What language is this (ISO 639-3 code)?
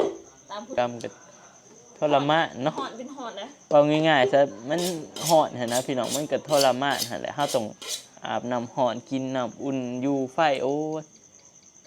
tts